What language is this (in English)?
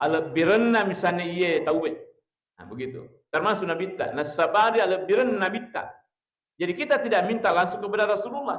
Buginese